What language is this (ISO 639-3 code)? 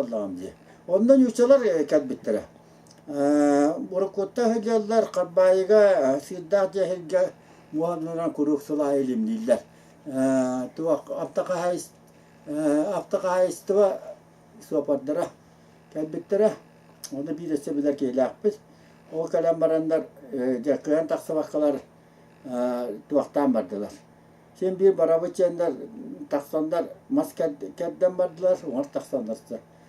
sah